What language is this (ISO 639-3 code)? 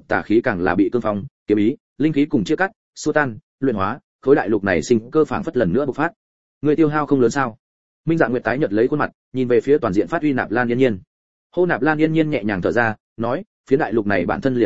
vie